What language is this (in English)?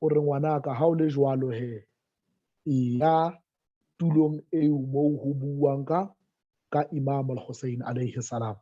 Southern Sotho